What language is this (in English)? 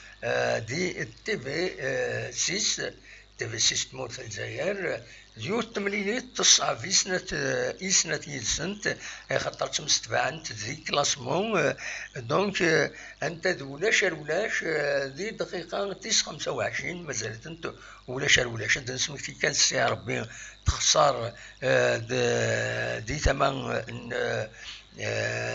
Kabyle